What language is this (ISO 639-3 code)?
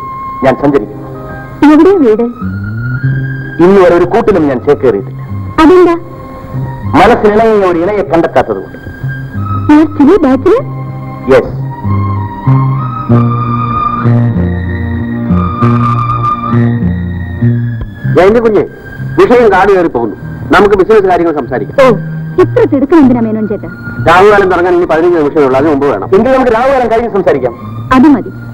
mal